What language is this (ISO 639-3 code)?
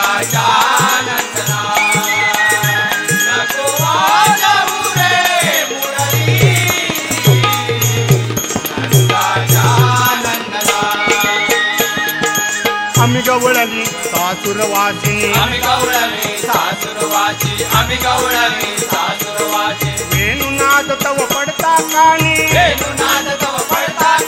mar